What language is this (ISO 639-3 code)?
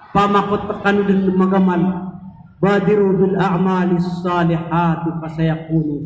mrw